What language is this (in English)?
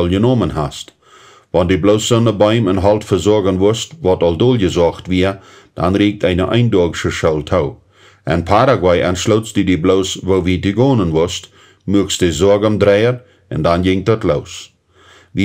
Plautdietsch